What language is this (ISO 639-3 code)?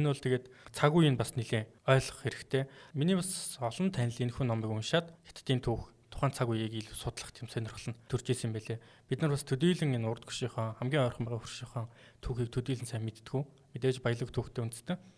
mon